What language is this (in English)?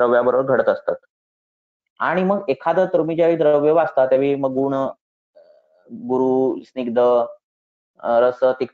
Marathi